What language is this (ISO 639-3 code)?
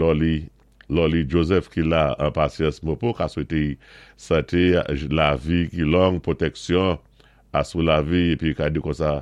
acf